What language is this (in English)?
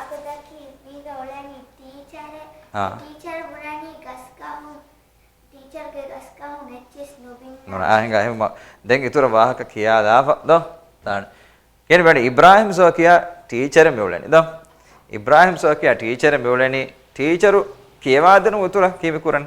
Divehi